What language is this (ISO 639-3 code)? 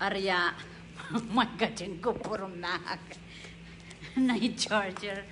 pon